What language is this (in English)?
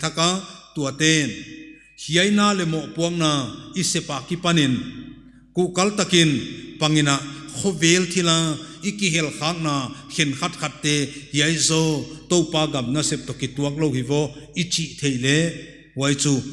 Paite Chin